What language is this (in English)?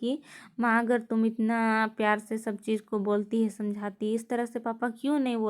Kurukh